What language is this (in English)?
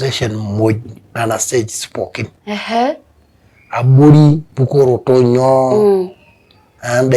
Masai